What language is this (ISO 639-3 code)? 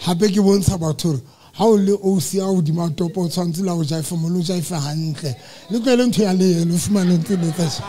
sot